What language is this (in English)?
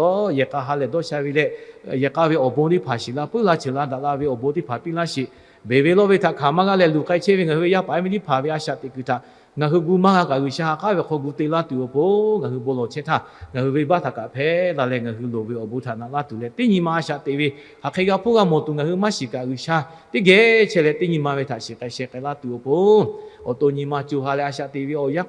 Lahu